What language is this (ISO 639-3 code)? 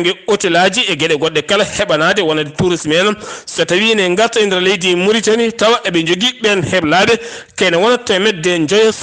ful